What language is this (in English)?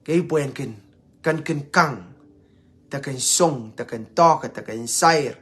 Pohnpeian